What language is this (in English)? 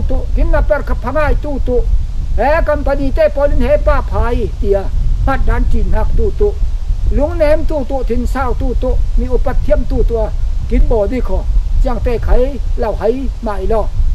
Falam Chin